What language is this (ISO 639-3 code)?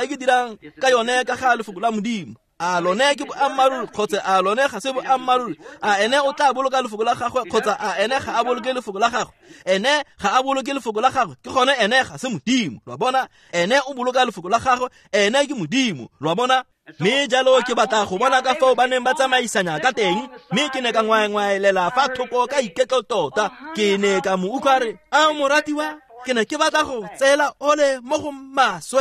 tsn